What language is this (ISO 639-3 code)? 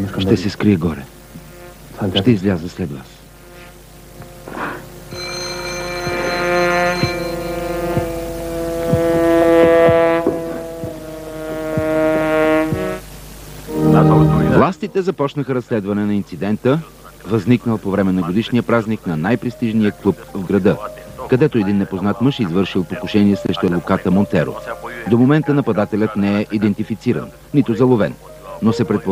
bul